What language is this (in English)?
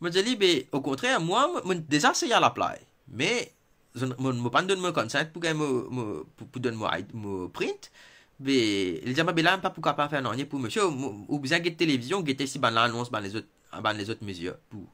Morisyen